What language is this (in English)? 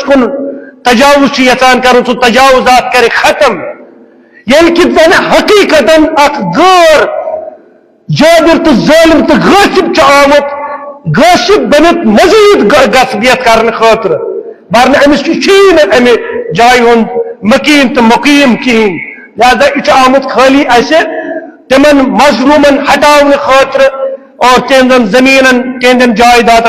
Kashmiri